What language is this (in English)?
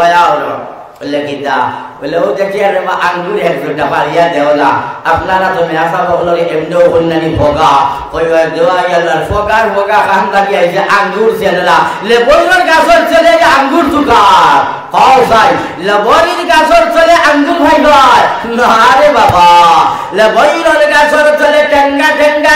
Sylheti